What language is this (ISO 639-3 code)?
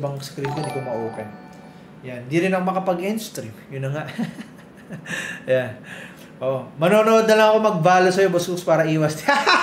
fil